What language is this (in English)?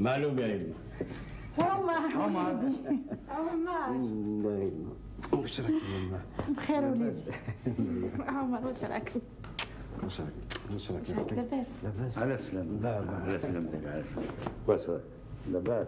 Algerian Arabic